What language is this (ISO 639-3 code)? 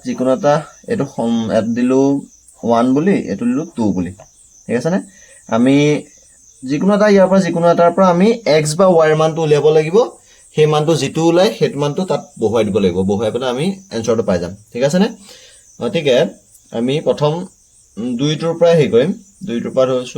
asm